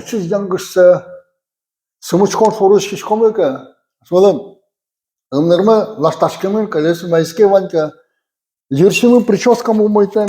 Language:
Udmurt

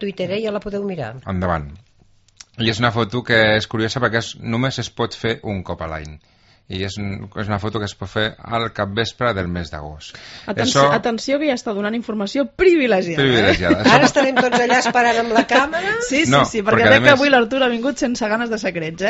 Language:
Catalan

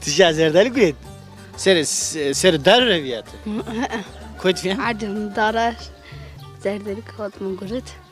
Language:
Zaza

